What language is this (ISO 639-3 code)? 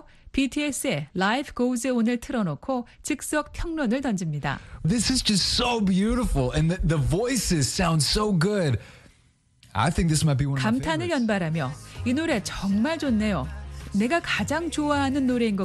kor